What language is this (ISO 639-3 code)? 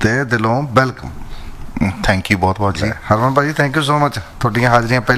pan